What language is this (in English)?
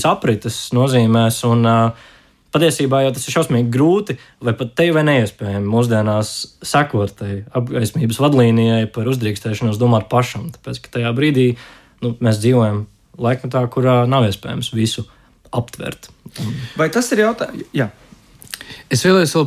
Latvian